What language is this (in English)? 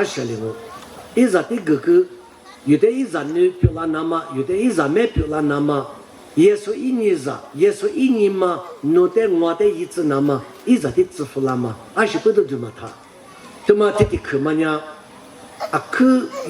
Lisu